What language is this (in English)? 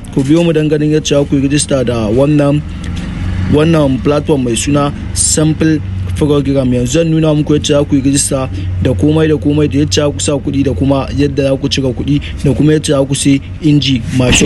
Hausa